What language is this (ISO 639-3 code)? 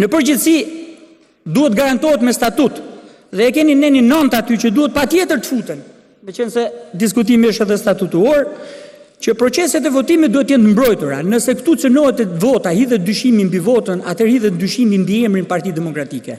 sqi